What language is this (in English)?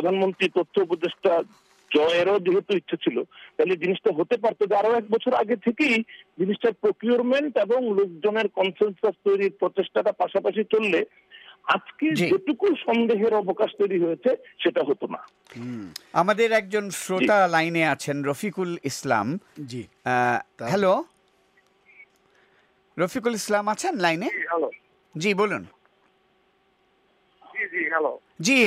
Bangla